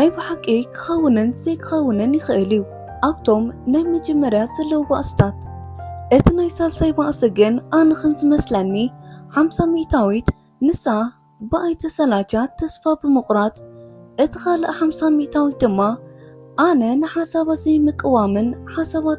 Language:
Tigrinya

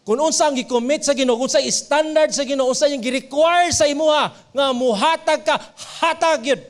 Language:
Cebuano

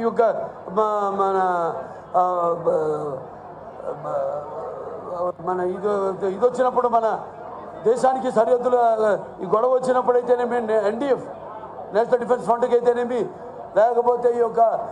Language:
Telugu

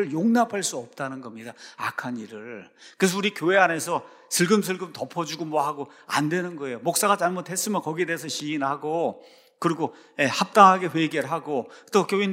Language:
Korean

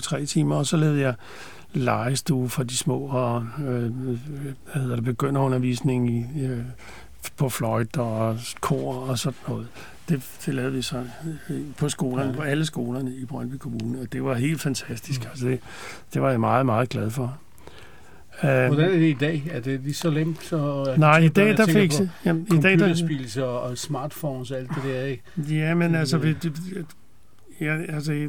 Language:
Danish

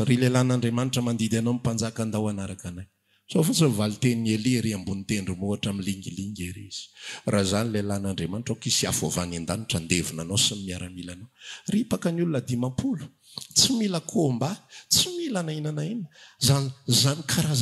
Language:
Malagasy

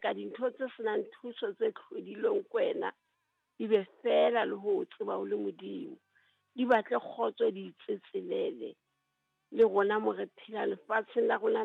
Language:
Southern Sotho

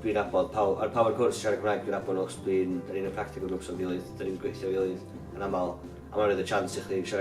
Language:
Welsh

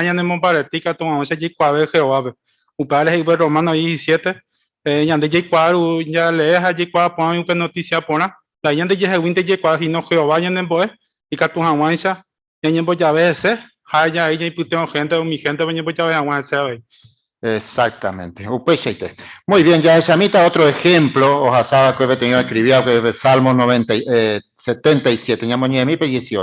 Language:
Guarani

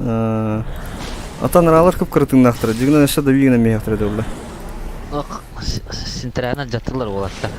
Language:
Yakut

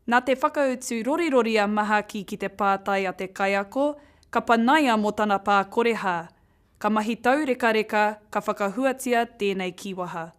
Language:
Māori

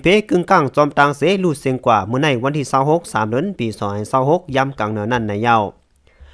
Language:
Shan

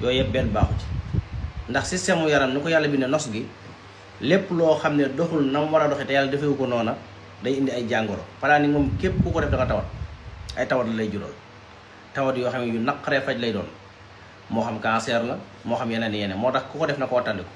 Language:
Wolof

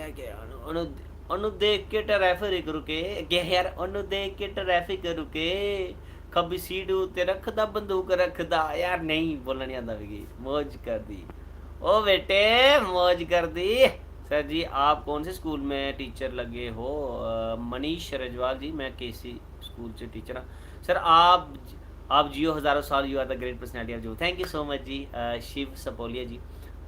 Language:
Dogri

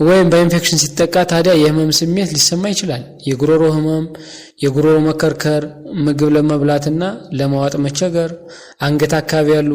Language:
Amharic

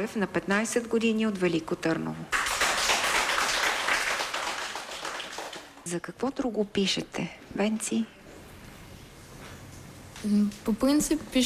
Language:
Bulgarian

